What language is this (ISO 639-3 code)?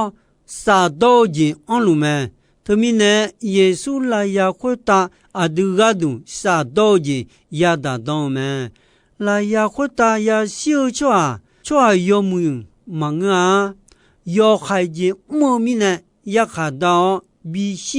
ahk